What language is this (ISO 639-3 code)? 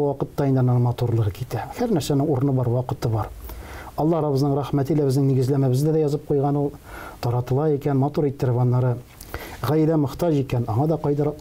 tat